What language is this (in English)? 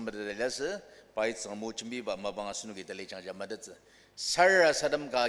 Ao Naga